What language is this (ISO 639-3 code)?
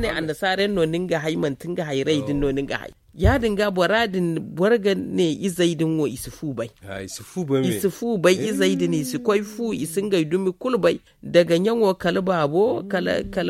dje